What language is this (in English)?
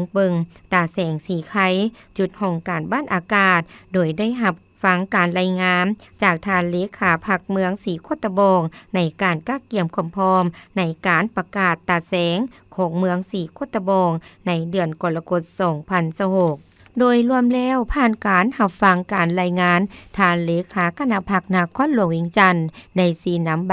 Lao